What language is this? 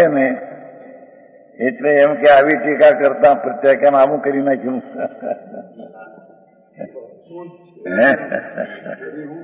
Gujarati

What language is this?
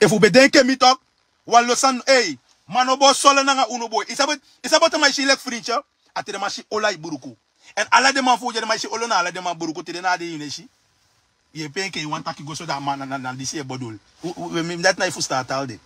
Sranan Tongo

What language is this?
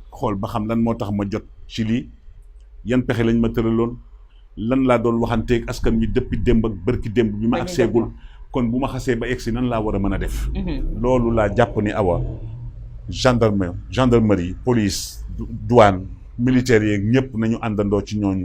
Wolof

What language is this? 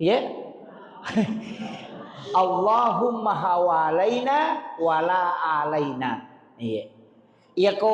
Buginese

